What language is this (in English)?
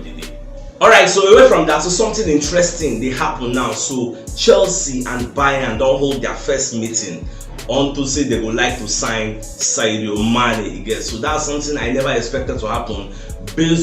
Nigerian Pidgin